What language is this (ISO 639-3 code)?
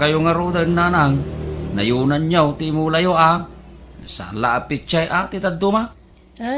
ilo